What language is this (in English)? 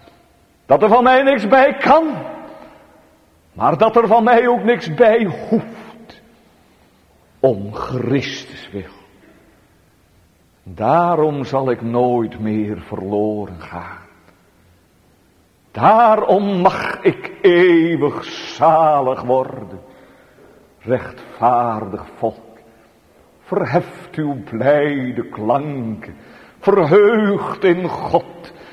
Dutch